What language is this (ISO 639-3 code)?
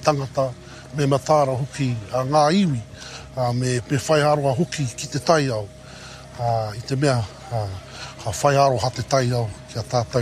mri